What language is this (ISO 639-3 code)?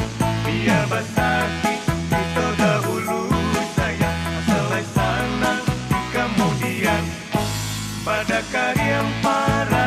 min